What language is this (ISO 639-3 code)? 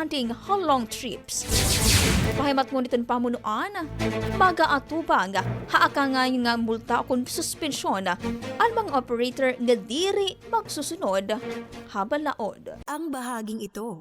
war